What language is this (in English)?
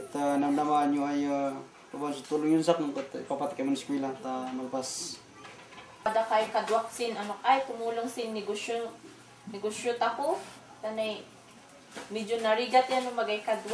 Kankanaey